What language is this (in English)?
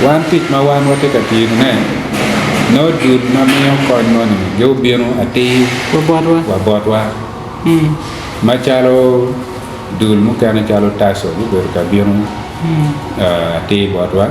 Acoli